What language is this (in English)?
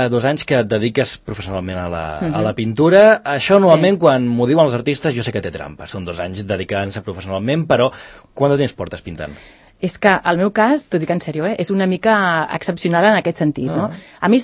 Catalan